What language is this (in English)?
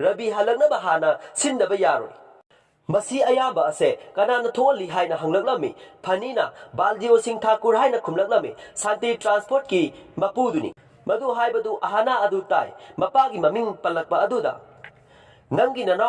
Manipuri